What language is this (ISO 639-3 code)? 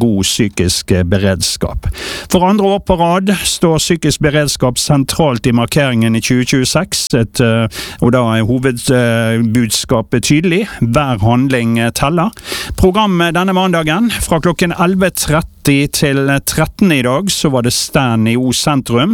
nor